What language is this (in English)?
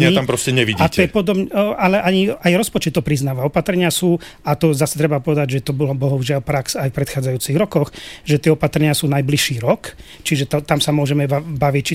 Slovak